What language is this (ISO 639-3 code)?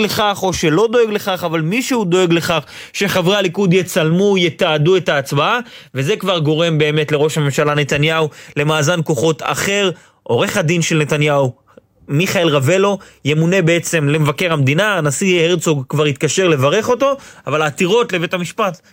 heb